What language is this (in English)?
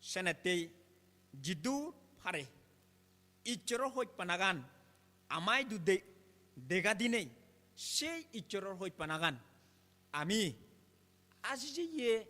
Chakma